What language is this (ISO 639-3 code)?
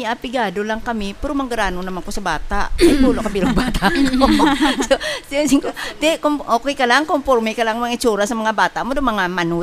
hil